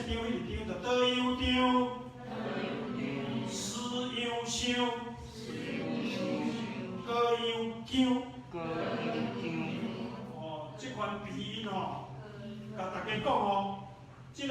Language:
Min Nan Chinese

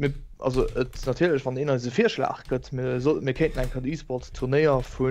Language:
Luxembourgish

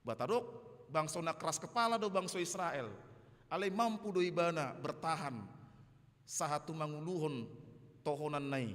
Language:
Batak Toba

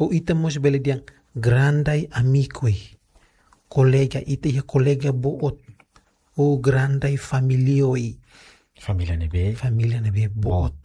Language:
Tetum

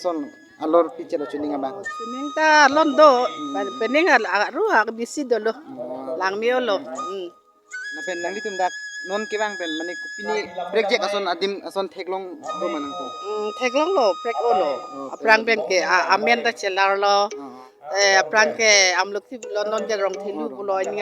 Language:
Karbi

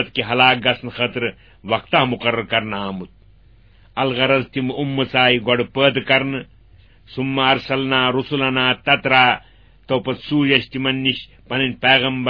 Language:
Kashmiri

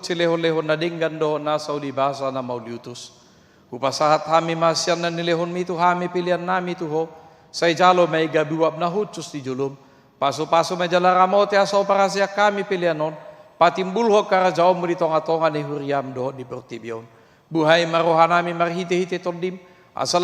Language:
Batak Toba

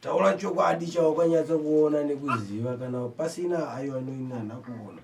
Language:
Shona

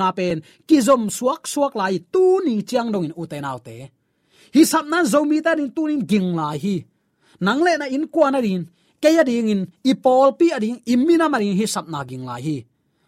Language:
Tedim Chin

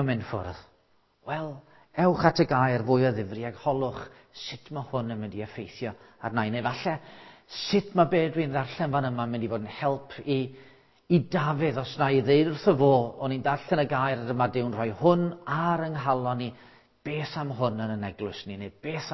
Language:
Welsh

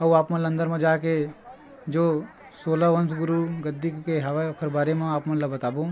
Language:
Chhattisgarhi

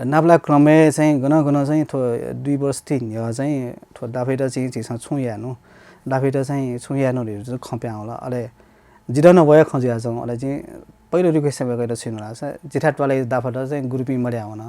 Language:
Newari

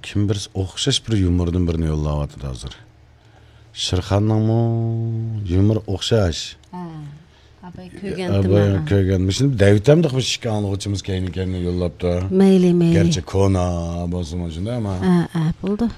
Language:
Uyghur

